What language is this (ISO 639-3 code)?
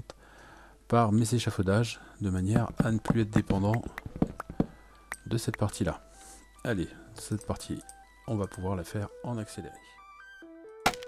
fra